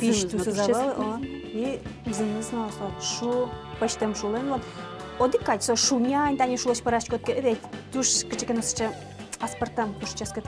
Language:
Udmurt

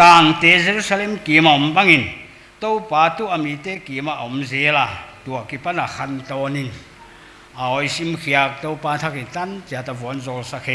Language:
Paite Chin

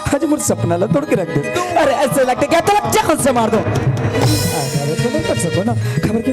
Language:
Chhattisgarhi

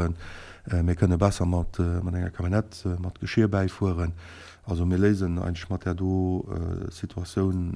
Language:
Luxembourgish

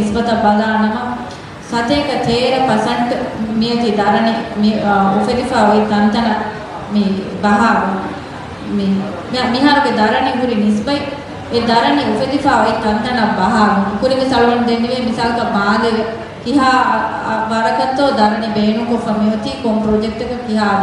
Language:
Divehi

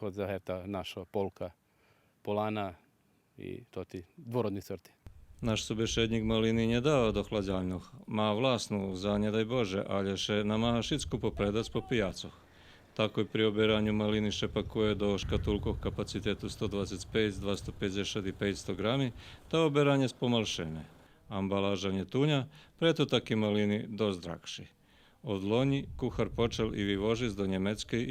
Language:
Rusyn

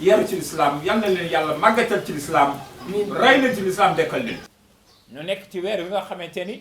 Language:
Wolof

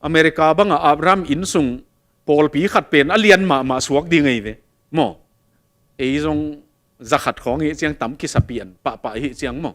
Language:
Tedim Chin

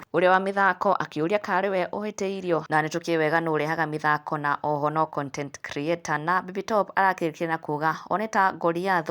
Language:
Kikuyu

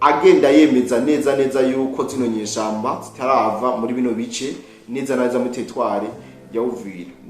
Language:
Rundi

